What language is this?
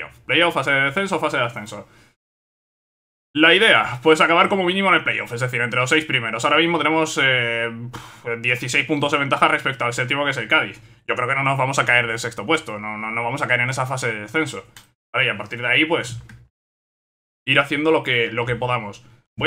Spanish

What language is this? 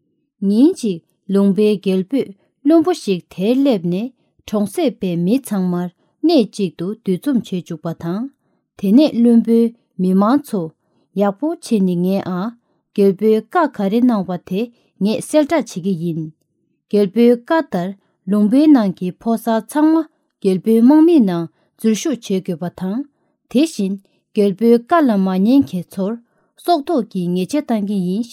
Tibetan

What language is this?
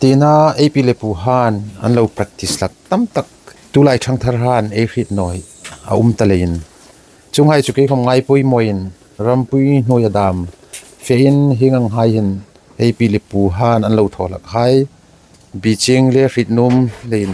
Hmar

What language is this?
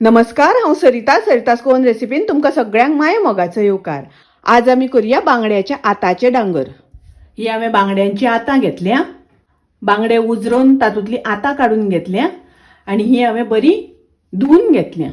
Konkani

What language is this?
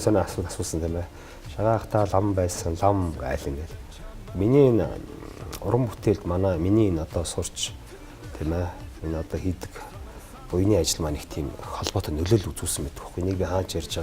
Mongolian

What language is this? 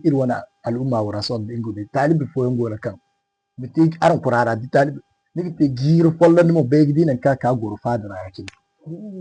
Zarma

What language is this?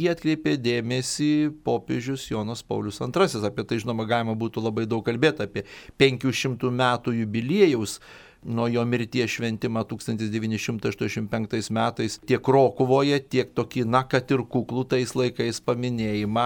Lithuanian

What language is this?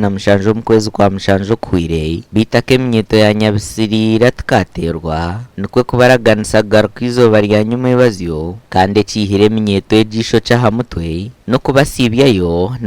Nyankole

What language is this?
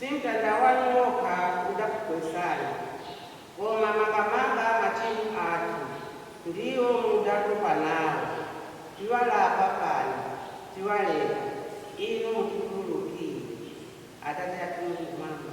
Nyanja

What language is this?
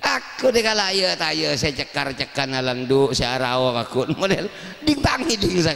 Madurese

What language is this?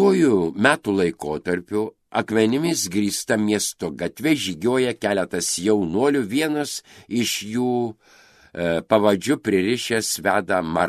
Lithuanian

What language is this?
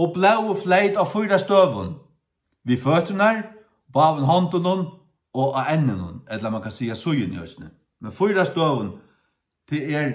Faroese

